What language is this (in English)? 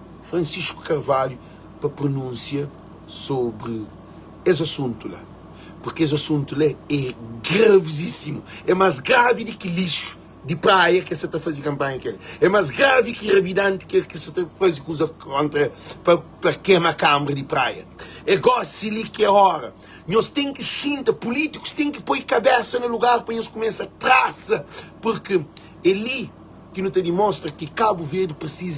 Kabuverdianu